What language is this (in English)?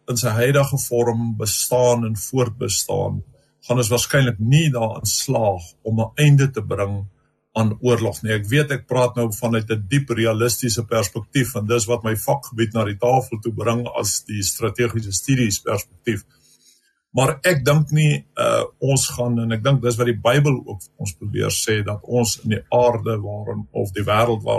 Afrikaans